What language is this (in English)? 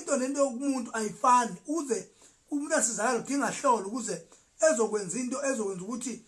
Zulu